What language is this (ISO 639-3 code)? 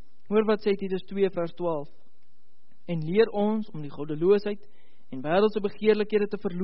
afr